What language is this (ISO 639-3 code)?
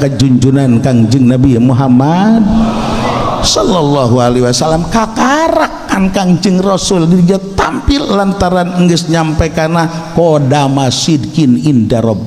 sun